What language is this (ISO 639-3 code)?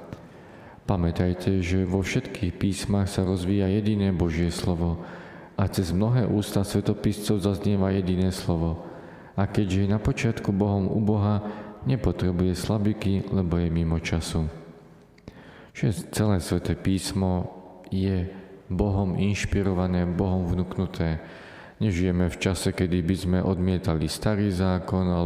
slk